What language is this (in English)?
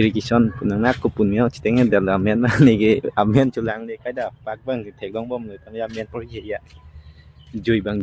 Karbi